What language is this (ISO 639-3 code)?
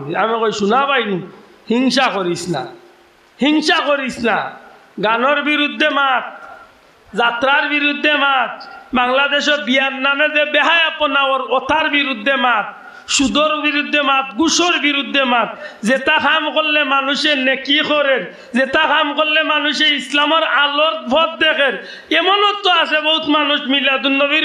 syl